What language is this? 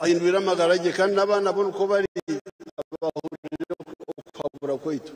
Nyankole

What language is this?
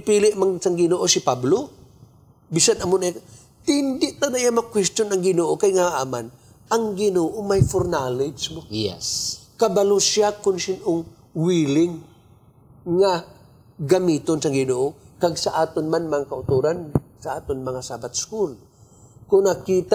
Hiligaynon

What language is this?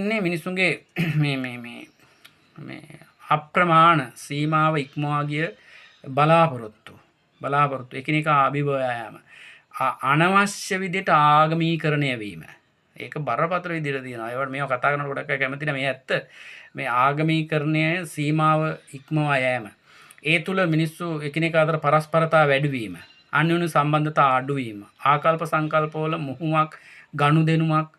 Sinhala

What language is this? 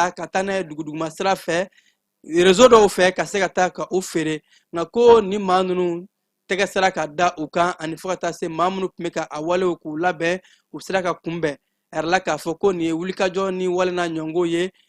Bambara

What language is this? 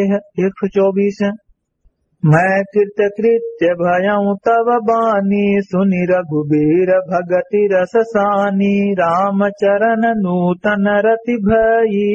Awadhi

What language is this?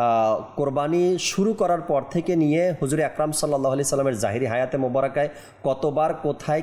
Bangla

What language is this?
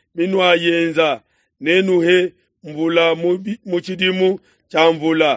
Luba-Lulua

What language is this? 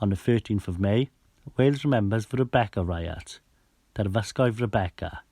Welsh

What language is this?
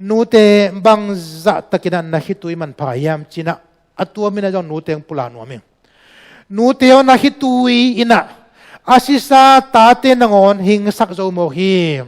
Tedim Chin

